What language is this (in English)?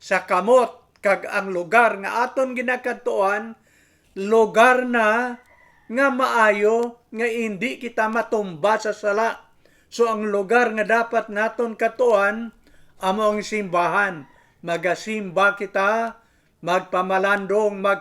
Hiligaynon